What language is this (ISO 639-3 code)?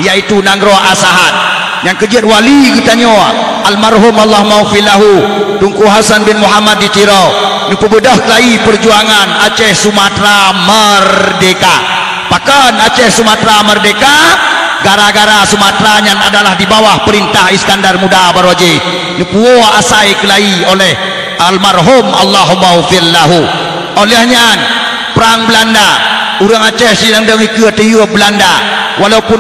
ace